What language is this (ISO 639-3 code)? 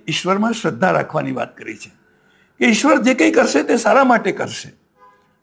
guj